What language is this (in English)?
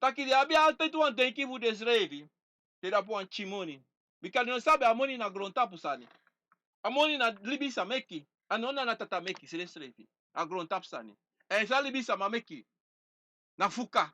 Sranan Tongo